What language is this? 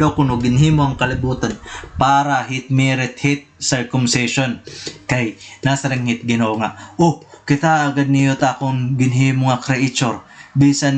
Waray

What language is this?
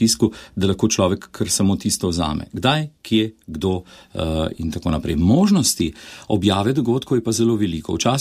Slovenian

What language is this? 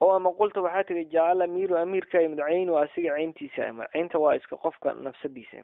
Somali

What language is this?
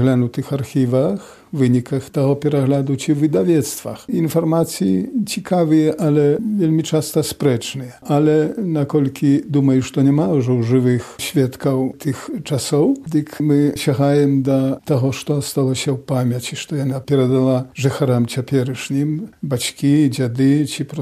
Belarusian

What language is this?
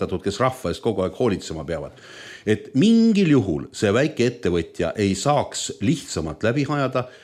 Estonian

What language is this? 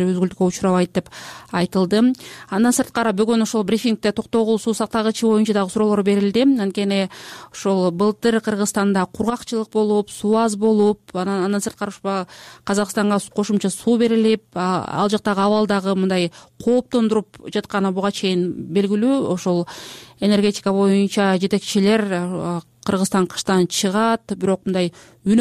Kyrgyz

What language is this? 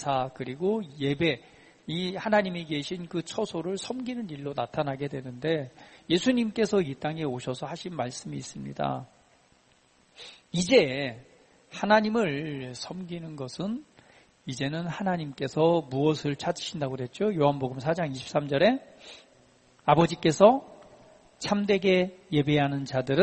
Korean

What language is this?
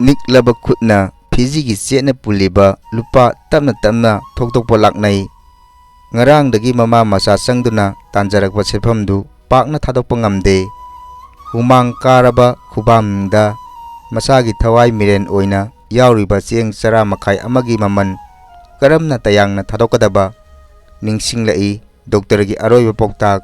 Manipuri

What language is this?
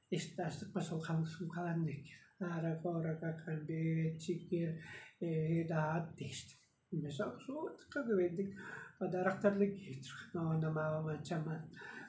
Tuvinian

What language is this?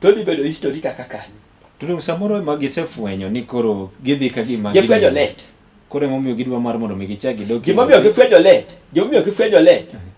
Luo (Kenya and Tanzania)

